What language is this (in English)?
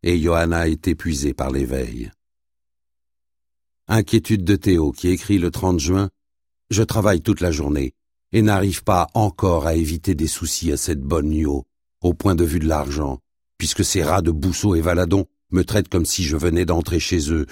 French